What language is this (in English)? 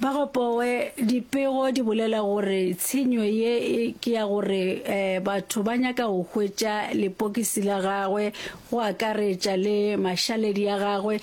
Northern Sotho